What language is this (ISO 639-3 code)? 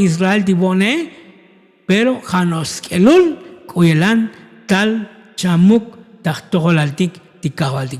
tzo